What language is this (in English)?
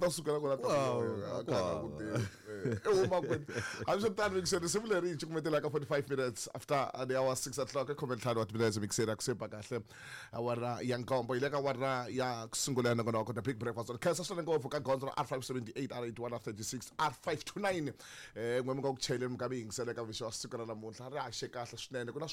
Tsonga